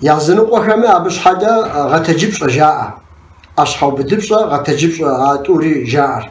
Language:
Kabardian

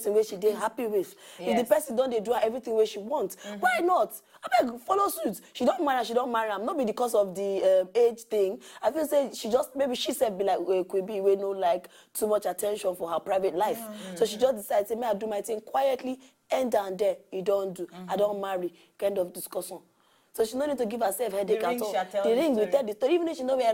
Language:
Nigerian Pidgin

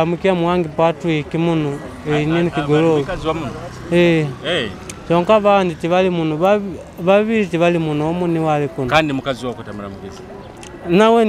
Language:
Nyoro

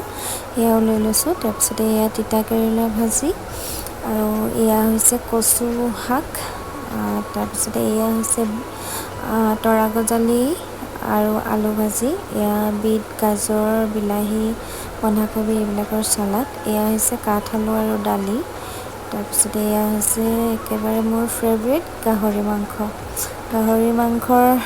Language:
Assamese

